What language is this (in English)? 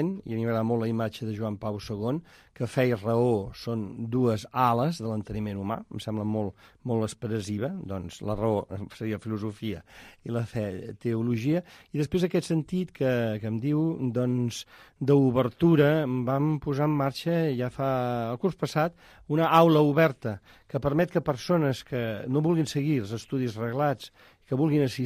Catalan